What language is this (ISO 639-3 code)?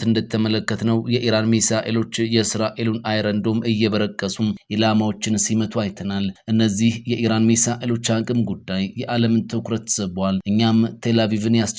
amh